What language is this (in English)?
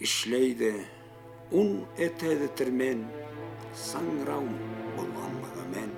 Karachay-Balkar